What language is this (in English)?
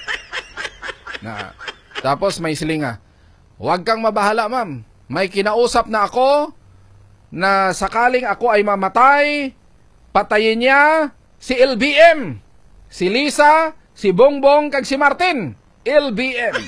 Hiligaynon